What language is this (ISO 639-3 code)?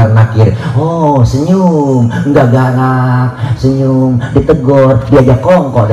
bew